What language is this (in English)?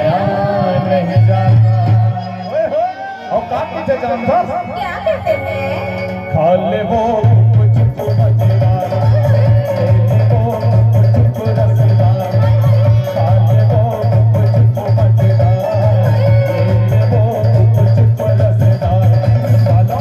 Chhattisgarhi